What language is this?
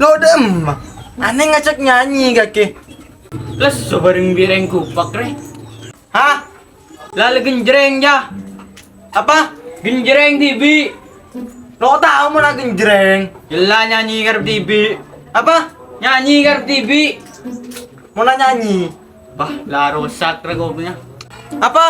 Madurese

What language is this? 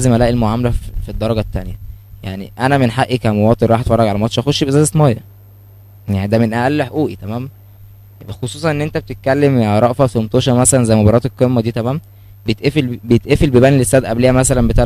Egyptian Arabic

